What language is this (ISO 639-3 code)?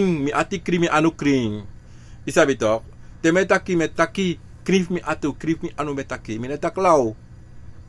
srn